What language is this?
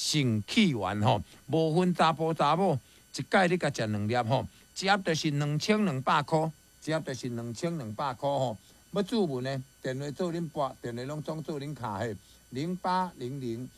Min Nan Chinese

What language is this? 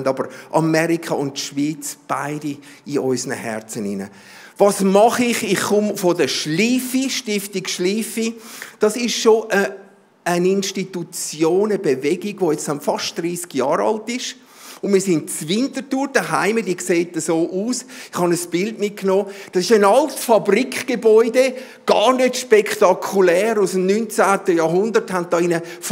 Swiss German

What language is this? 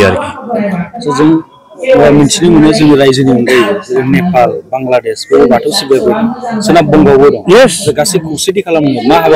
Bodo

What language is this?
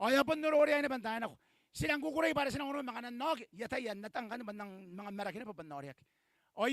Gilbertese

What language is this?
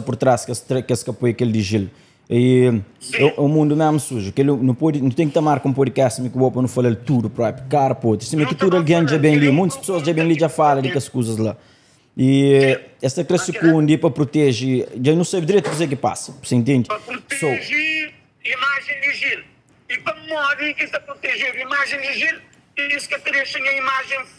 Kabuverdianu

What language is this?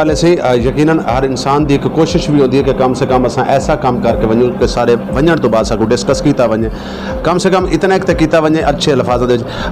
Saraiki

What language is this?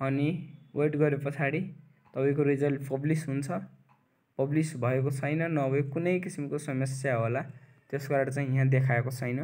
Nepali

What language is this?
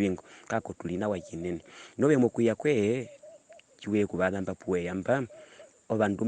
Herero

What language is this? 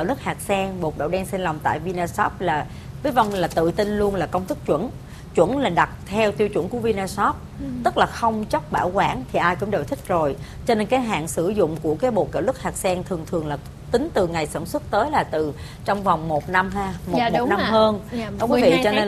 Vietnamese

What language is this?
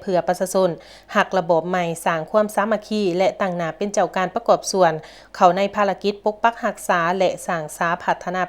Lao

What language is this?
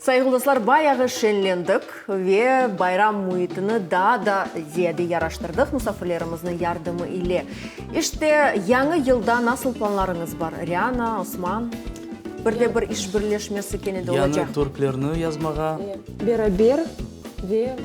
Crimean Tatar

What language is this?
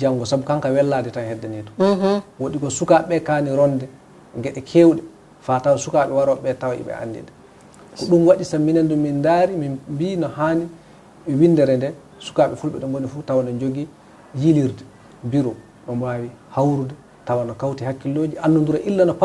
Fula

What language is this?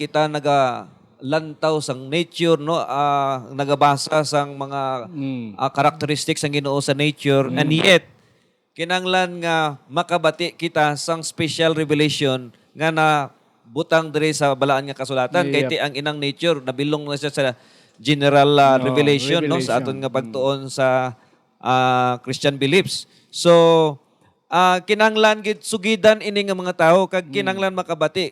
Hiligaynon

